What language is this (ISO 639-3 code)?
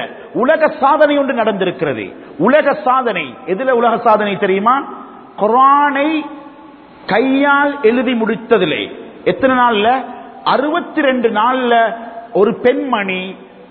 tam